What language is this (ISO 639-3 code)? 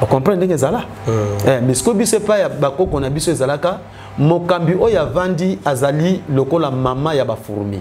lin